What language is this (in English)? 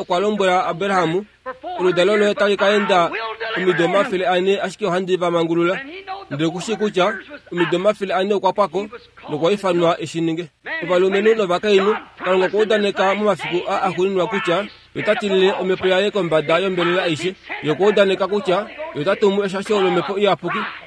Kuanyama